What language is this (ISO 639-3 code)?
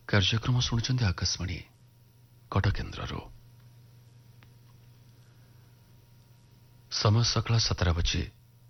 ori